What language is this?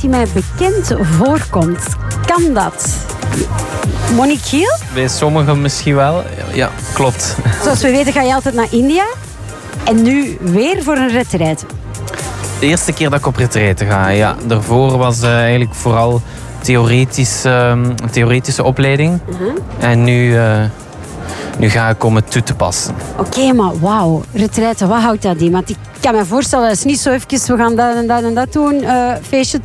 Dutch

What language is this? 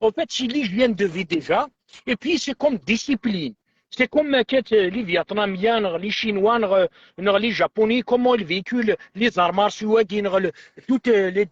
Kabyle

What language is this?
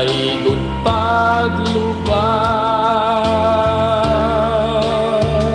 Waray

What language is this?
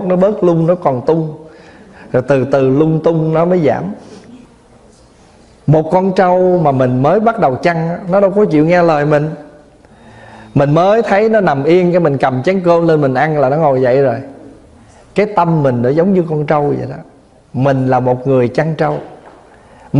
Vietnamese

